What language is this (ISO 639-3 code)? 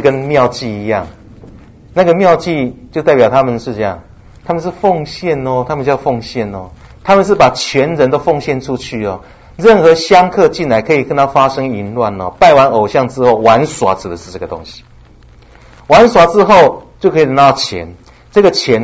zho